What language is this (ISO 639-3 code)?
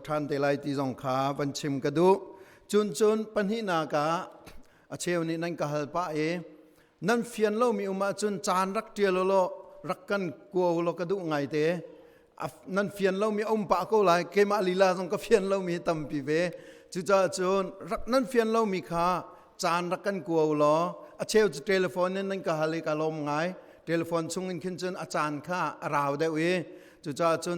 cnh